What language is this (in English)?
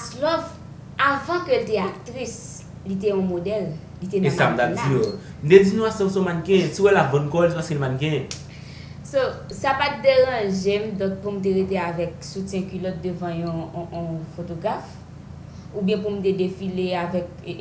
Haitian Creole